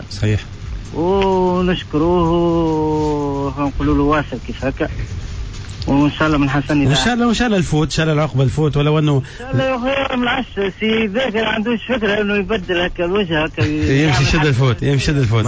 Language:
Tunisian Arabic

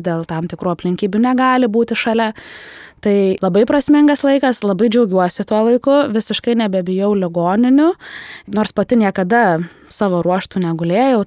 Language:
Lithuanian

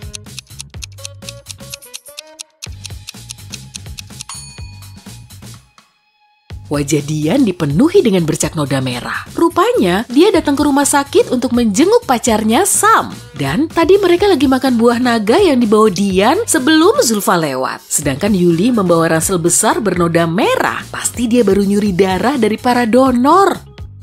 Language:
Indonesian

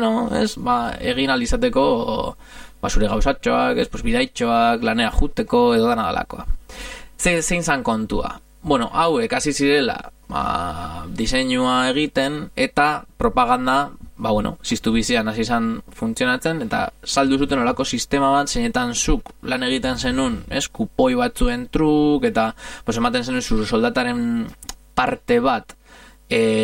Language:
Basque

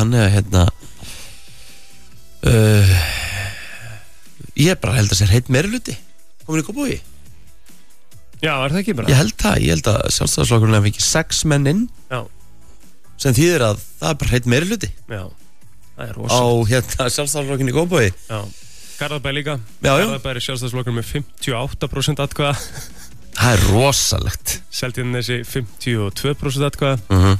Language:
Icelandic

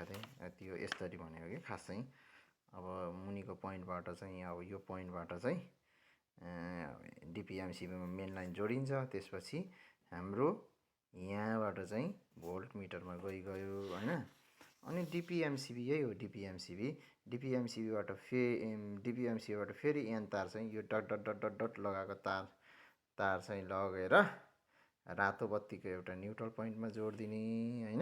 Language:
Nepali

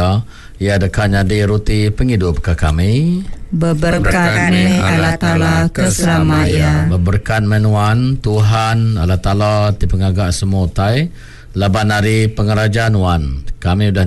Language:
Iban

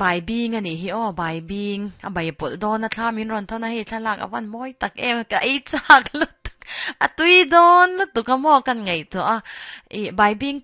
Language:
Mizo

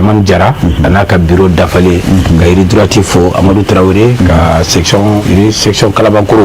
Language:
Bambara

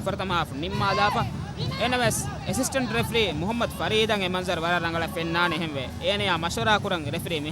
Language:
Divehi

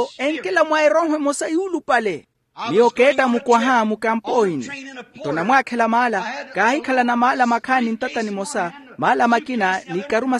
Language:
Makhuwa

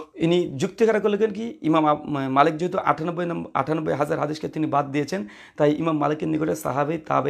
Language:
Bangla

